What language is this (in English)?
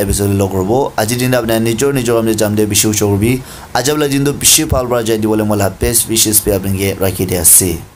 Naga Pidgin